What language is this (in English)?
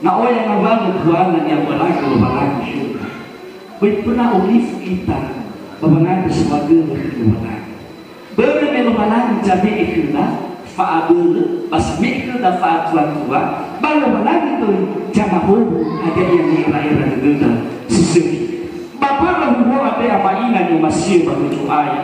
Nias